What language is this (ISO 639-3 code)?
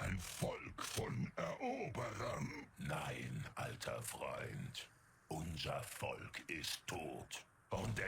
gsw